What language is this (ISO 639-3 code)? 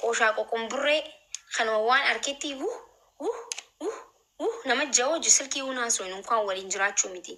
orm